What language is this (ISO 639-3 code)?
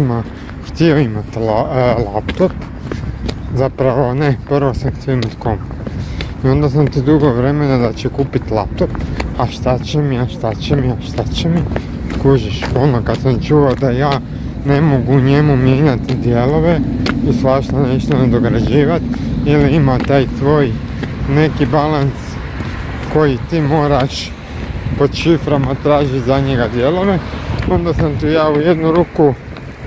hrv